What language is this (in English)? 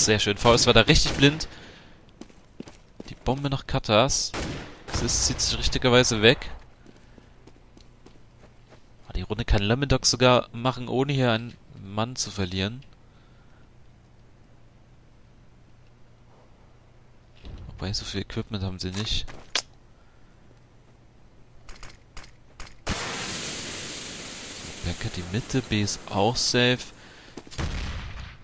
German